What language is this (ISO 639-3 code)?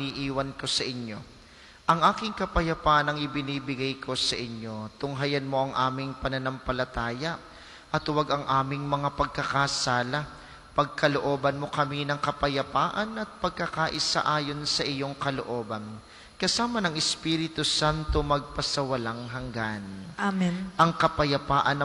fil